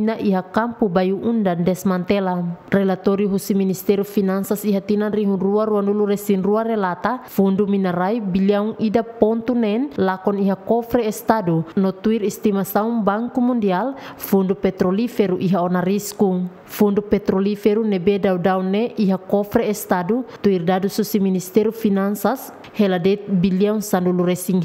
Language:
Tetum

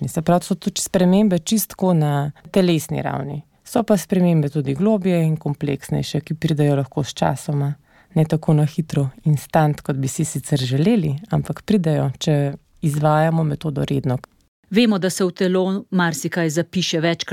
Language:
Slovenian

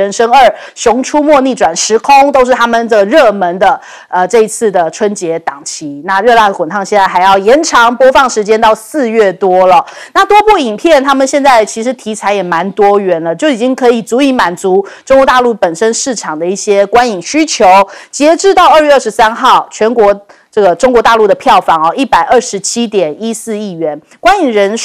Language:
Chinese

